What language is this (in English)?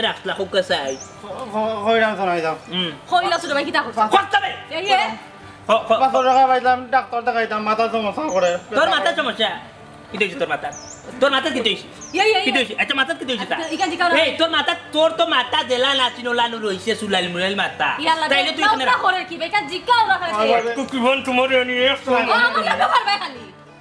Sylheti